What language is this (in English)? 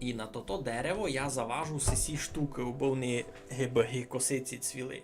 Rusyn